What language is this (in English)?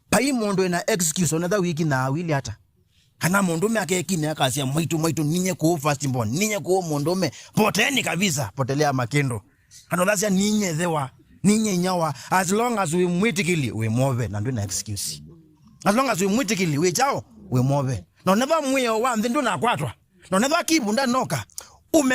Kamba